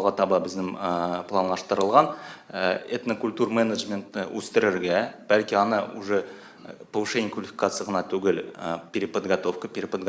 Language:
Tatar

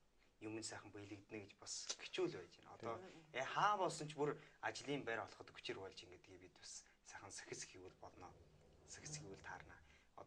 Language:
Mongolian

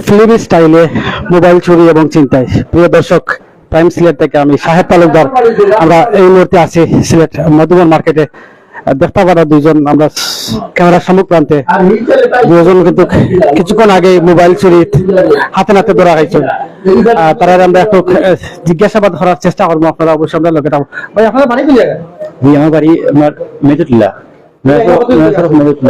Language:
Sylheti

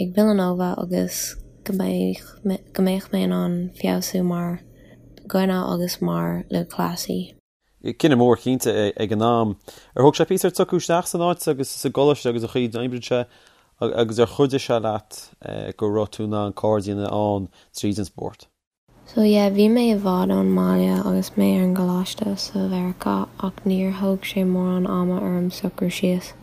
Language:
Irish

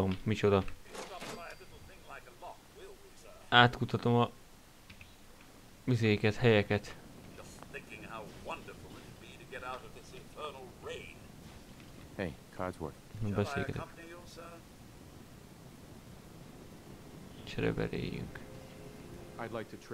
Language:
Hungarian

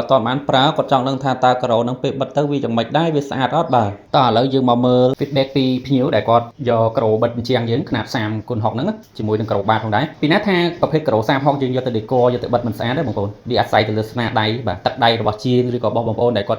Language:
Khmer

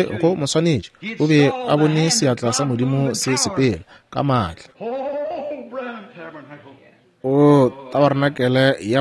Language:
Northern Sotho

